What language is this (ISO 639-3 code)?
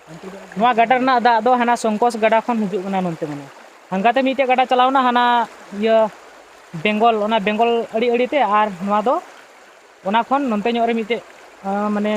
sat